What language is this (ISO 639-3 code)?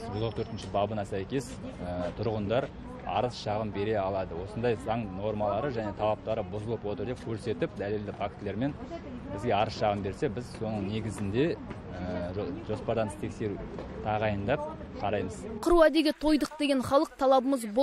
kaz